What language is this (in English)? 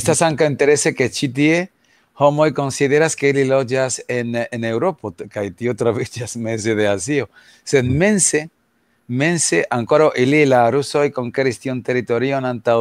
Esperanto